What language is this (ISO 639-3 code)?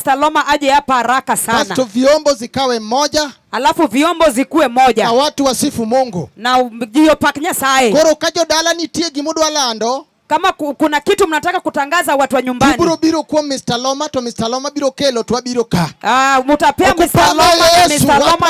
luo